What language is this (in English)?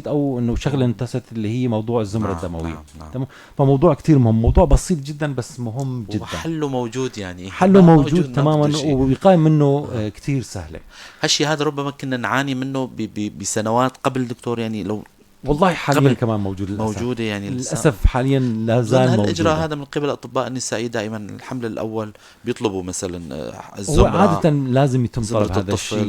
North Levantine Arabic